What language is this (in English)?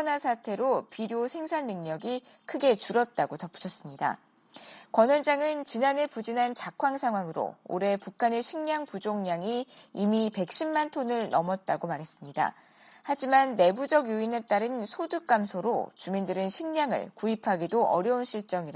Korean